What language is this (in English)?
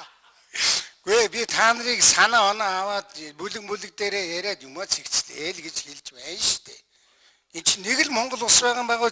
Mongolian